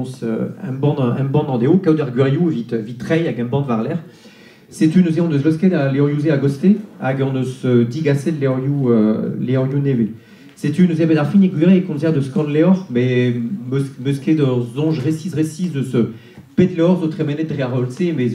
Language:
Breton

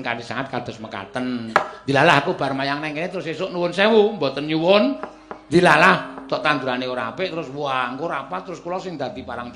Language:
Javanese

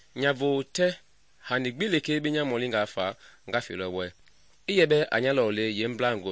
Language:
Mende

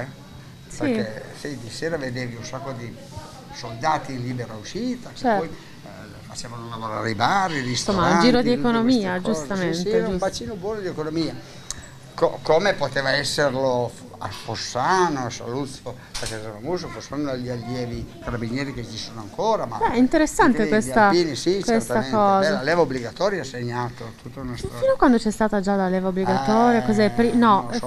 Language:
Italian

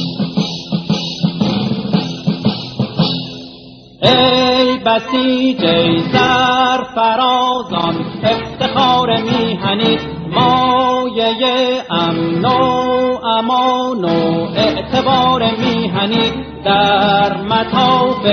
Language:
Persian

